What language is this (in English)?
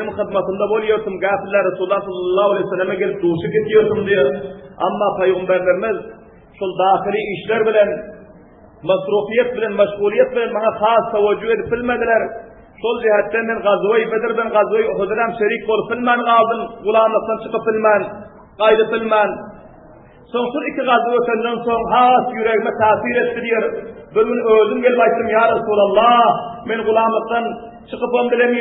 Turkmen